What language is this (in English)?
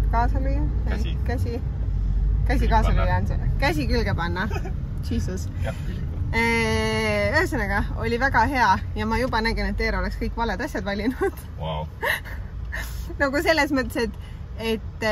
Estonian